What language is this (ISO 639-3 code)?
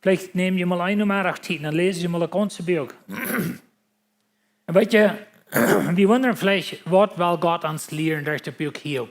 pdt